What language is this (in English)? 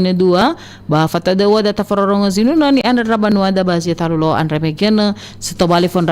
Nias